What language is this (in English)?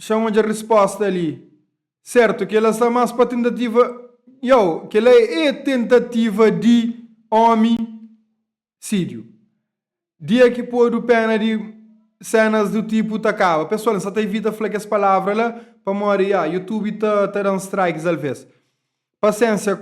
Kabuverdianu